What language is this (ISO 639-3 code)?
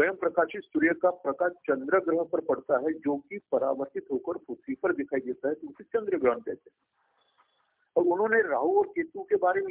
hin